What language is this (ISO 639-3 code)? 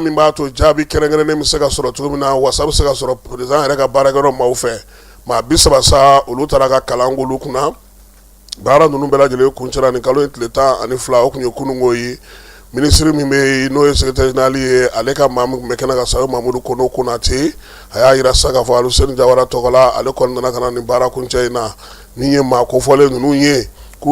bam